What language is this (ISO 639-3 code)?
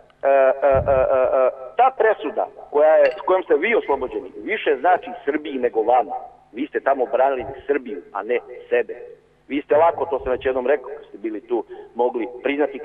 srp